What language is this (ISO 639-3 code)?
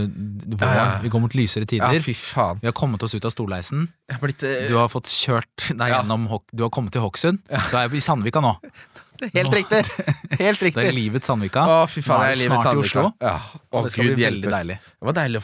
nor